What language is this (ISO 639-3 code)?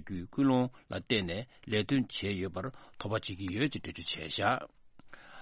bod